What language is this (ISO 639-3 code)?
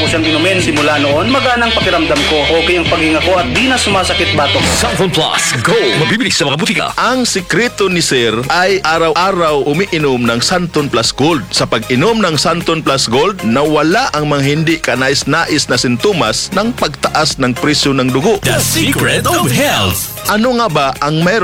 fil